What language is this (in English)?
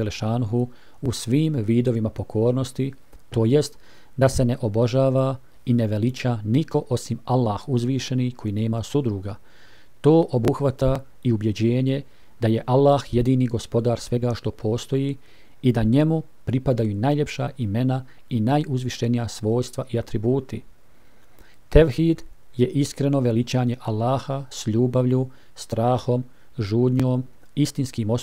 Bosnian